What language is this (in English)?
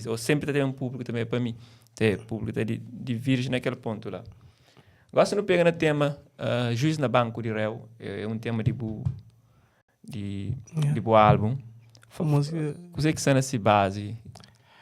Kabuverdianu